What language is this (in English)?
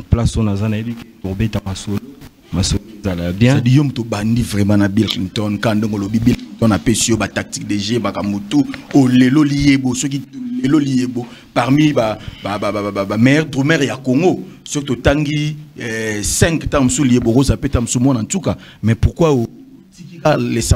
Lingala